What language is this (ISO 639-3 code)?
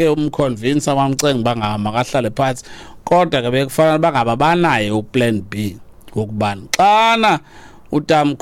xho